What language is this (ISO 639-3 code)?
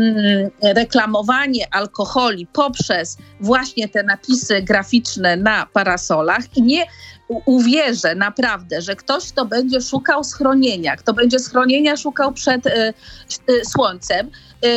pol